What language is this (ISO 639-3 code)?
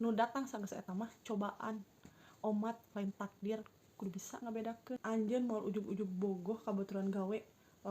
sun